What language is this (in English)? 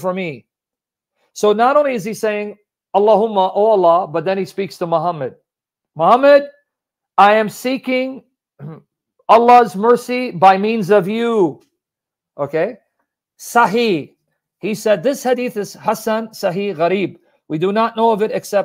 English